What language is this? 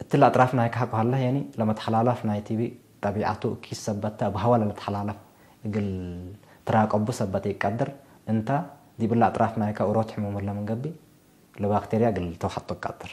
Tigre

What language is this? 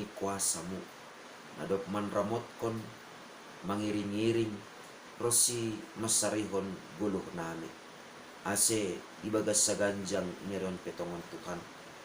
Batak Simalungun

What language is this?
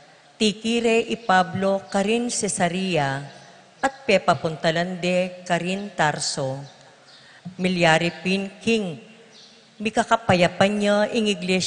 Pampanga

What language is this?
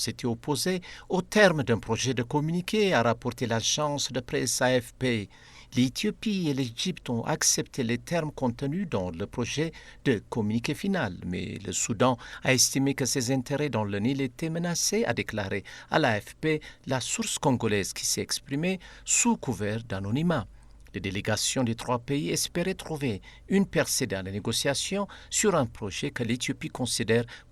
French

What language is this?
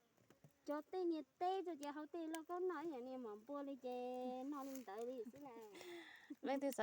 Hmong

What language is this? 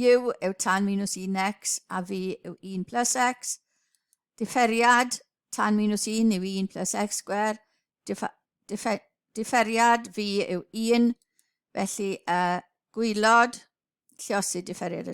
Welsh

